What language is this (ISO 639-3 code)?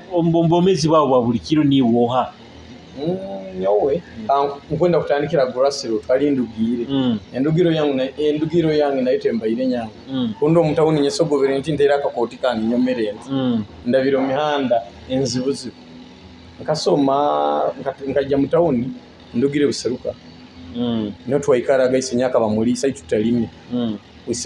nyo